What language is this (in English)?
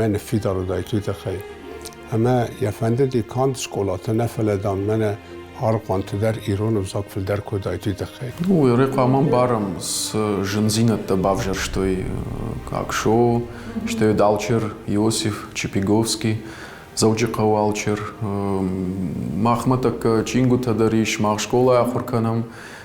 Ossetic